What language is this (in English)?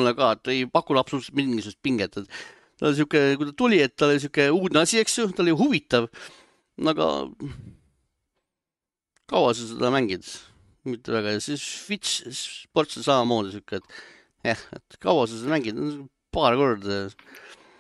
Estonian